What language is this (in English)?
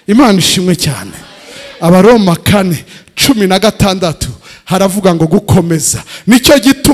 Kinyarwanda